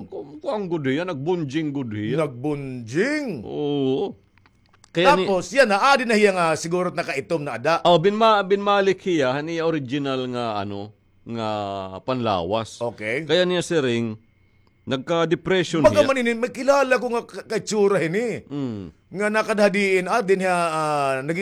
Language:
Waray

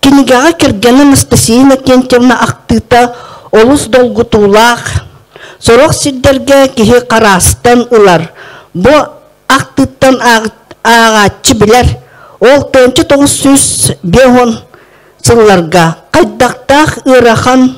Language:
Yakut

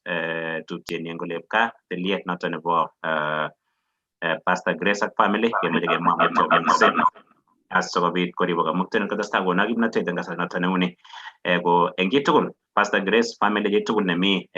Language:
Kalenjin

